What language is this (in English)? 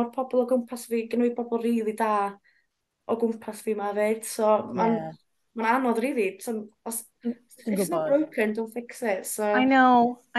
Welsh